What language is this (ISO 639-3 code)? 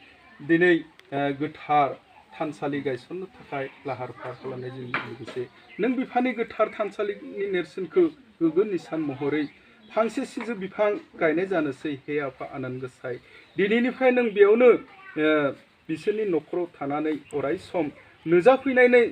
brx